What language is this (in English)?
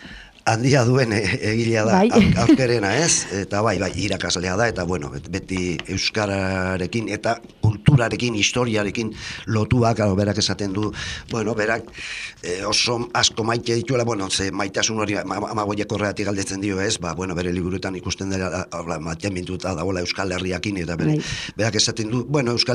Basque